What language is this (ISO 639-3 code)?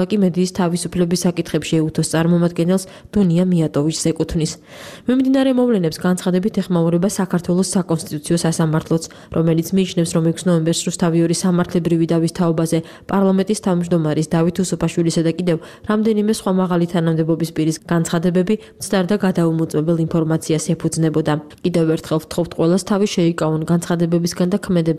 kat